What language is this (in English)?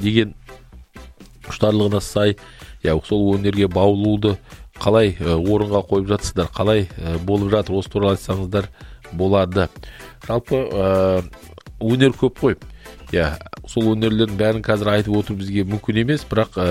Kazakh